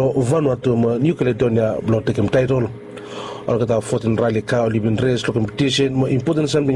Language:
Bislama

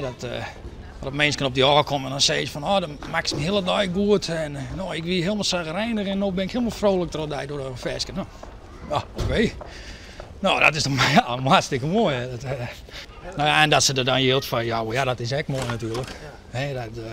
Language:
Western Frisian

